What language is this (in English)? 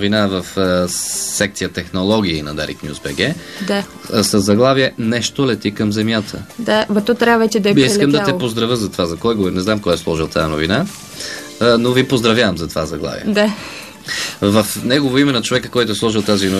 Bulgarian